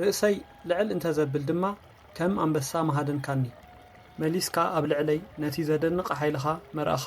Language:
Tigrinya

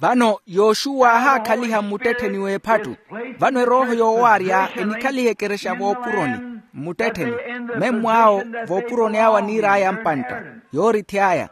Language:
Makhuwa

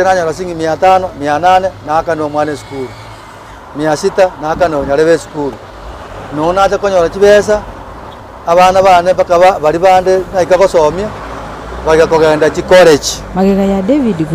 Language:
Gusii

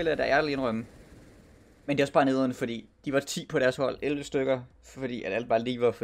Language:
Danish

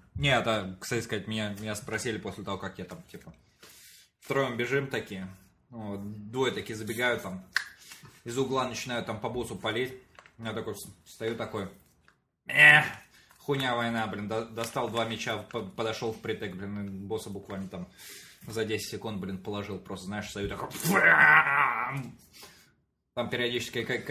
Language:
Russian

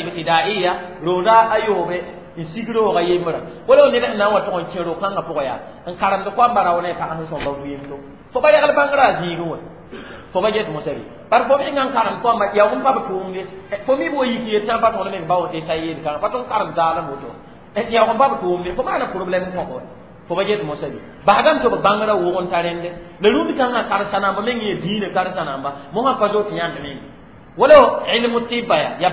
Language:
Mossi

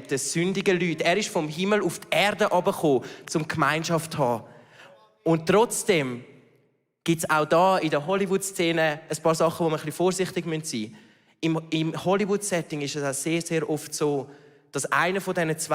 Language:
Swiss German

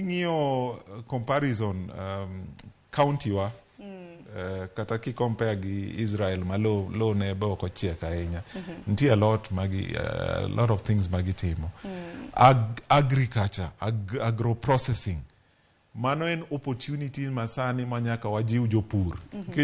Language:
Luo (Kenya and Tanzania)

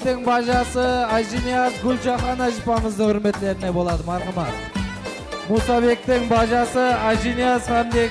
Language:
Kara-Kalpak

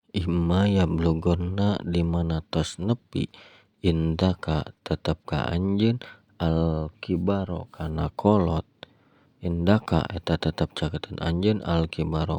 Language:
Sundanese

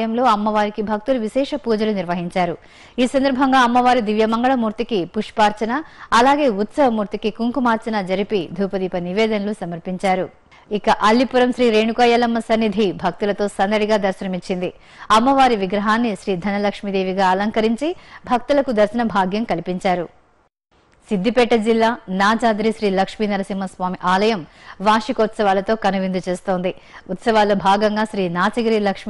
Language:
Telugu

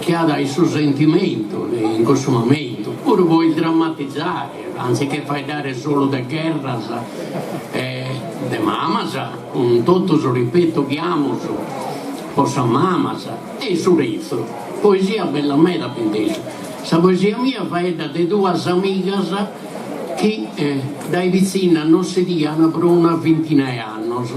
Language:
Sardinian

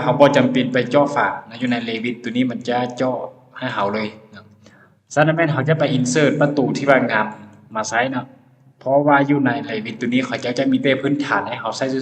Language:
Lao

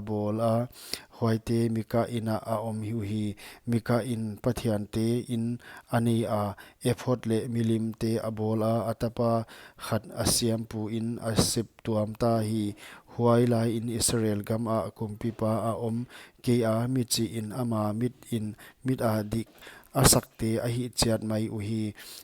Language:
Paite Chin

